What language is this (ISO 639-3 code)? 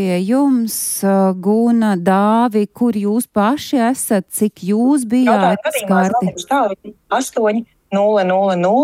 lav